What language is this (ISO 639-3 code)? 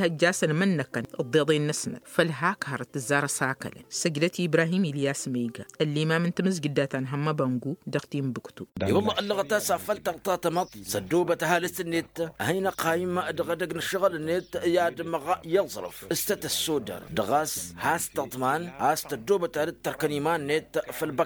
taq